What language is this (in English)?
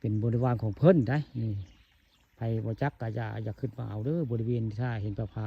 Northeastern Thai